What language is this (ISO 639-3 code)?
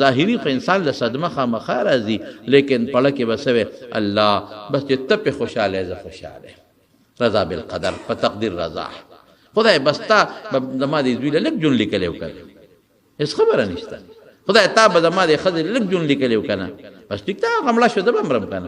pus